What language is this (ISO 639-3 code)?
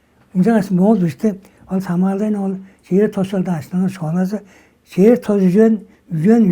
tyv